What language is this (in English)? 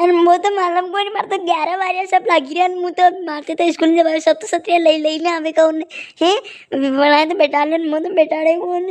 Rajasthani